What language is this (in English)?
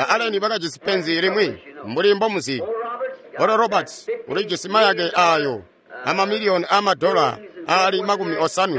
Tonga (Zambia)